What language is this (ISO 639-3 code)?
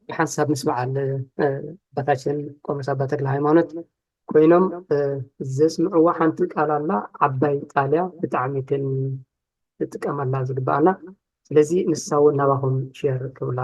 tir